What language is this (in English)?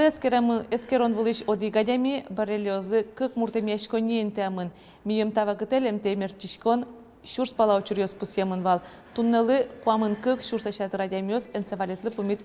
Udmurt